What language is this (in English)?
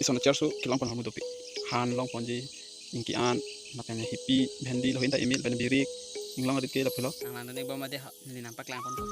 Karbi